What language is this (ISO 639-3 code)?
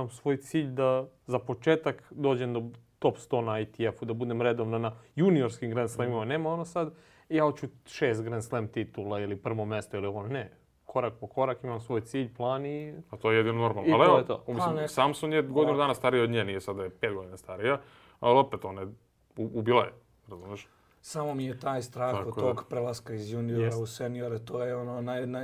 srp